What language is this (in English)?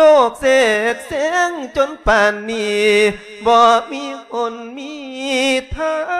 Lao